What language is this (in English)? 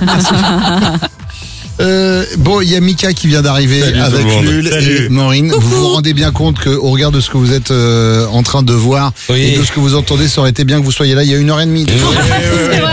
French